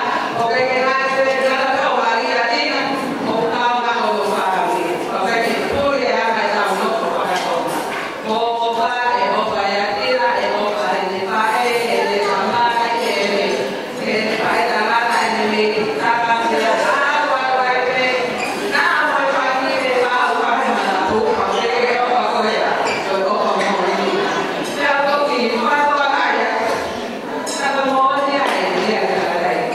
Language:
Tongan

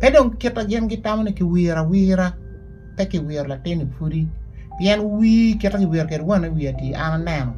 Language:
Acoli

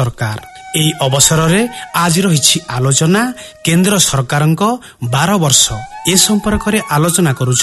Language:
Odia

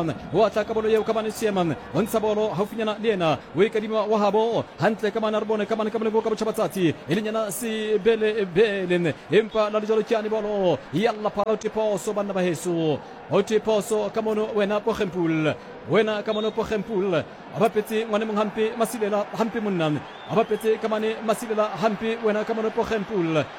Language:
Southern Sotho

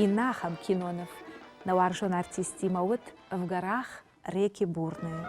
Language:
Ossetic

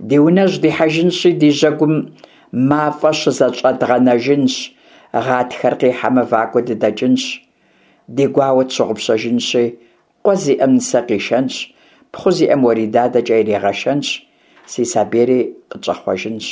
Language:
Kabardian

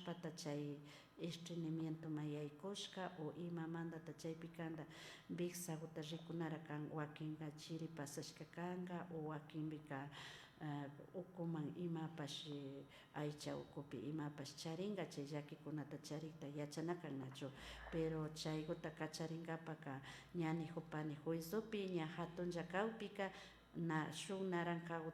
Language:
Imbabura Highland Quichua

